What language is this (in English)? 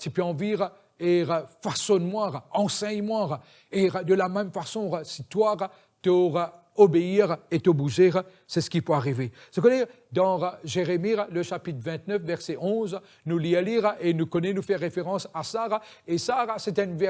Morisyen